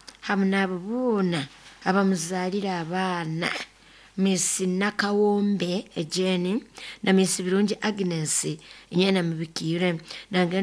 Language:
Nyoro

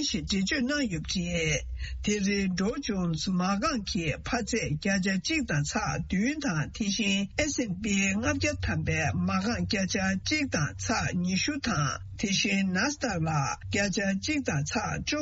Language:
Tibetan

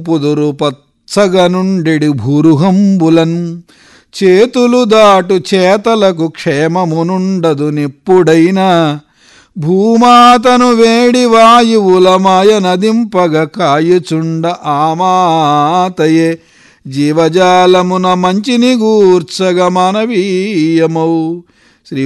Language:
Telugu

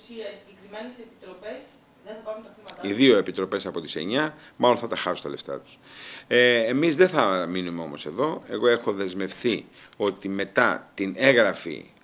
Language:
Greek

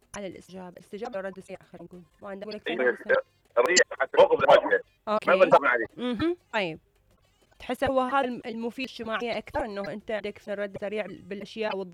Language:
Mesopotamian Arabic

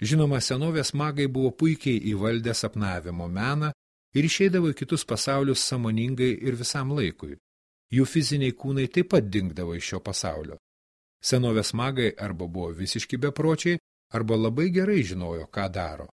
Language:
Lithuanian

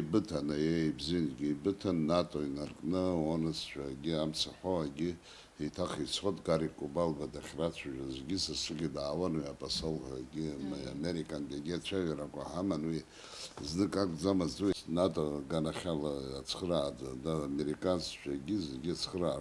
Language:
Abkhazian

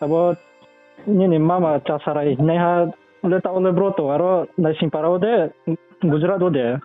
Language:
Riang (India)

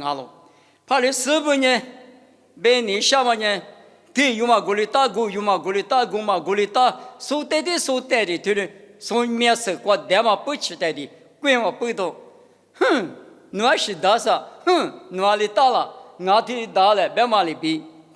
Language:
Lisu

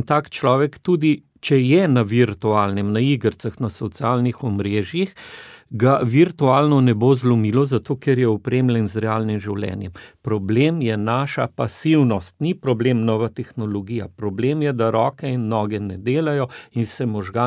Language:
Slovenian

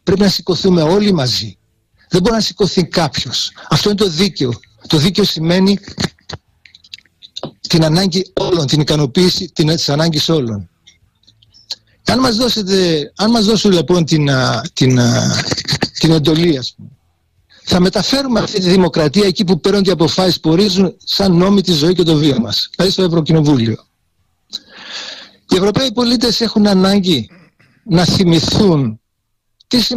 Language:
Greek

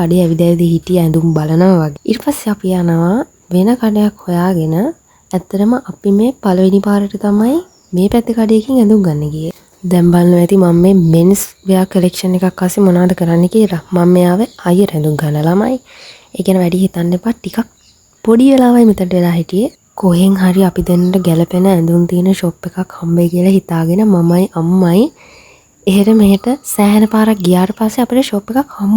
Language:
Sinhala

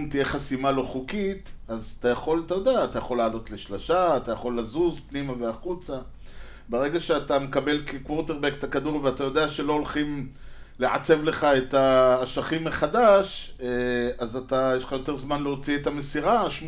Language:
Hebrew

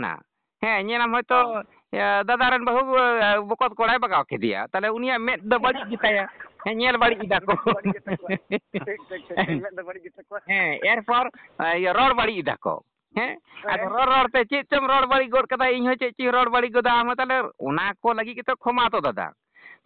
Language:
Santali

